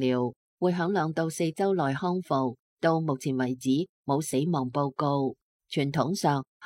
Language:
Cantonese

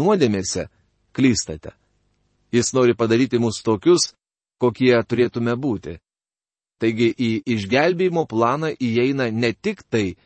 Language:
Lithuanian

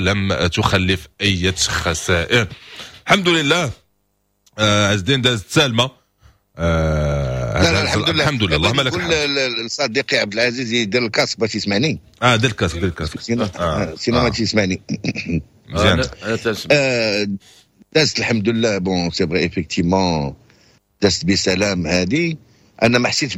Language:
Moroccan Arabic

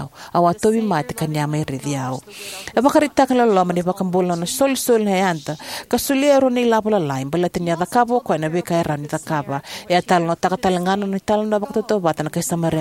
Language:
Fijian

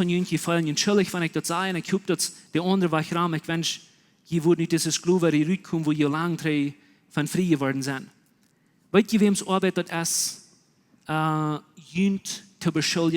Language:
Plautdietsch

